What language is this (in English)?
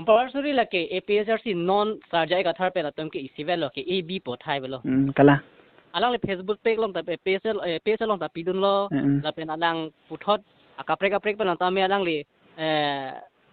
Karbi